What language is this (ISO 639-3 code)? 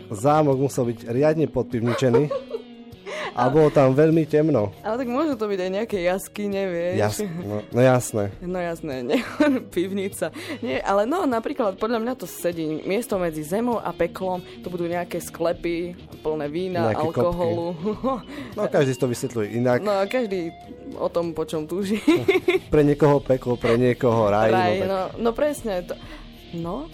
slk